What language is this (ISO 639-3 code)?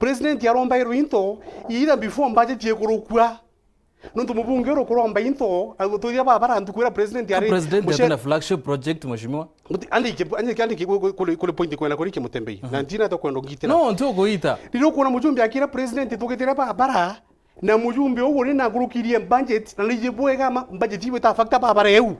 mer